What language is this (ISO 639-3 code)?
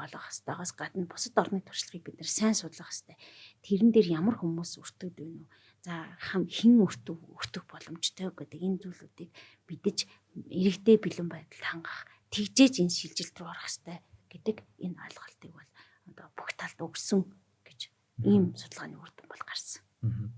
mon